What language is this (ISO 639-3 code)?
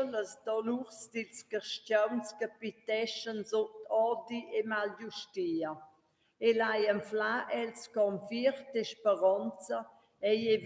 roh